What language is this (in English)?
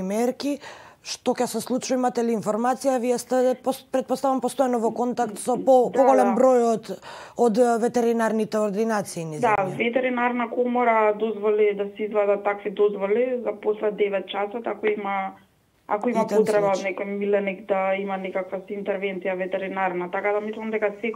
Macedonian